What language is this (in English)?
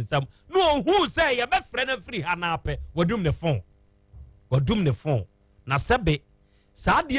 Akan